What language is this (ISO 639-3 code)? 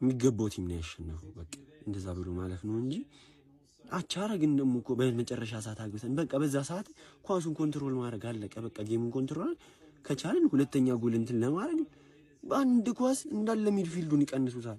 amh